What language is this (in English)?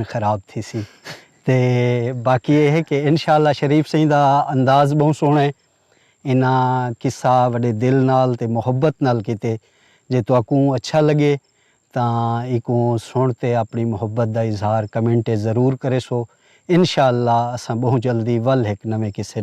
Saraiki